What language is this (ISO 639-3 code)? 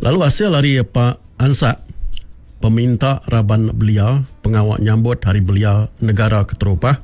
iba